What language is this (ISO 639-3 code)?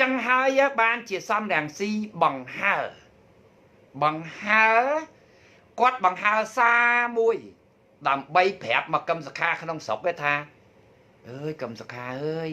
khm